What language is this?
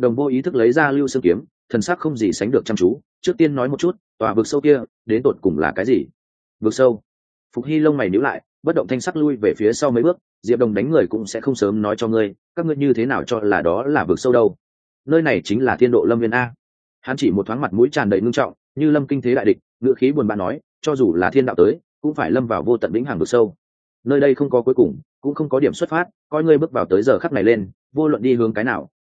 Vietnamese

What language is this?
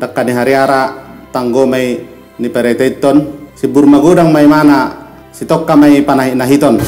Batak Toba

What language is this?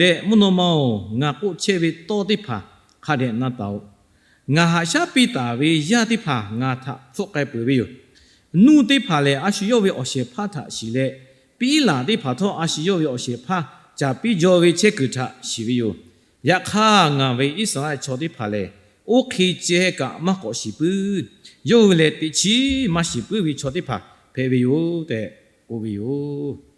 Lahu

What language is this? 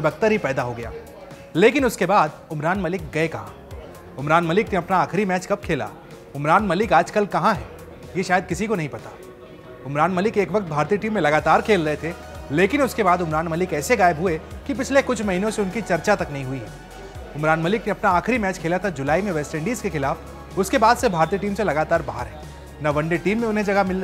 Hindi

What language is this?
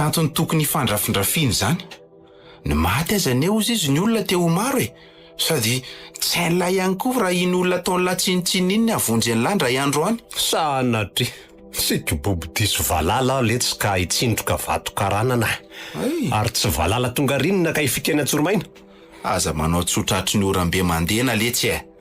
Malagasy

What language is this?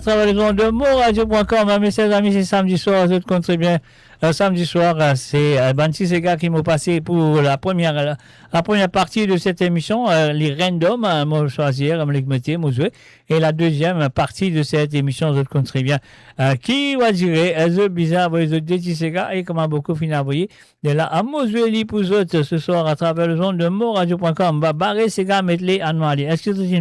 Morisyen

